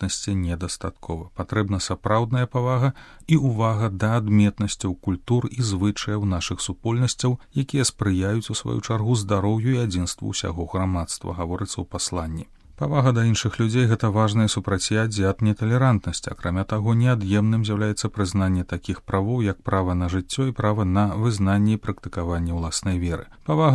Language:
Belarusian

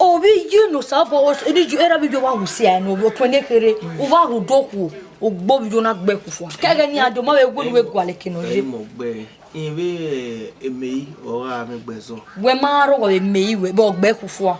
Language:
Bini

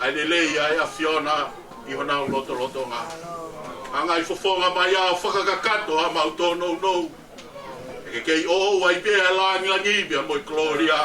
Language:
Tongan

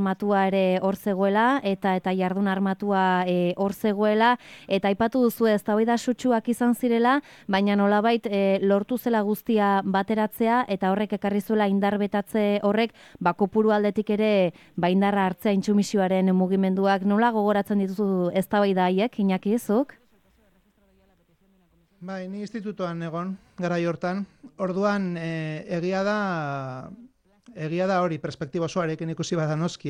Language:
Basque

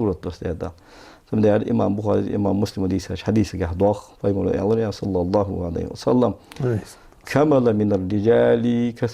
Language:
Ingush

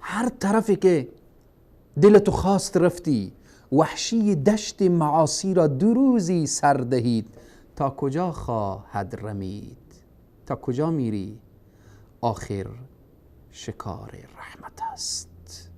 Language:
Persian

